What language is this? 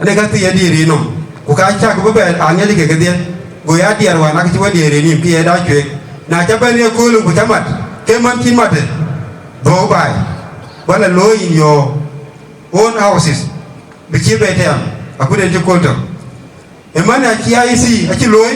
Dinka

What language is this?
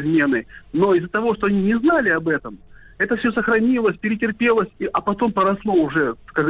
Russian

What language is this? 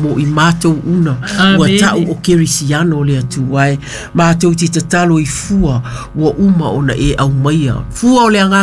Samoan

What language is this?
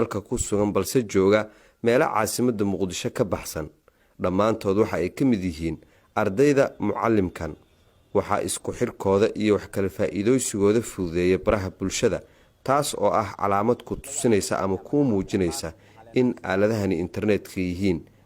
Somali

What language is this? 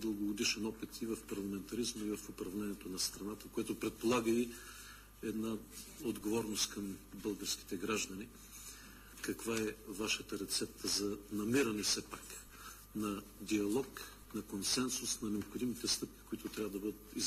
Bulgarian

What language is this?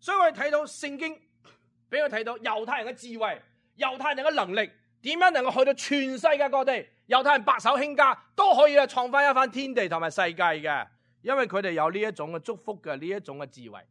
Cantonese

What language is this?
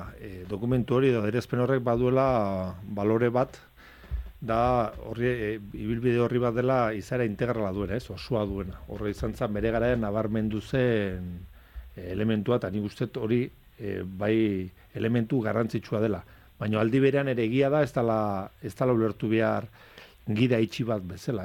Basque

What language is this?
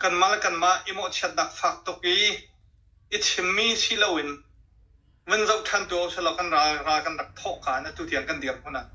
Hakha Chin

